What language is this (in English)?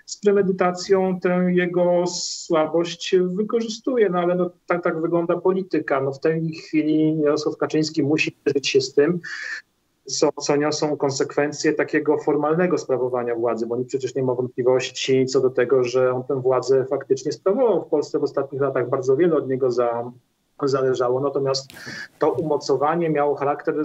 Polish